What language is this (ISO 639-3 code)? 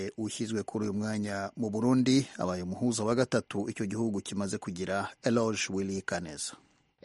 kin